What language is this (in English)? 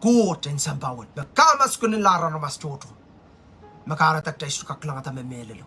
Pohnpeian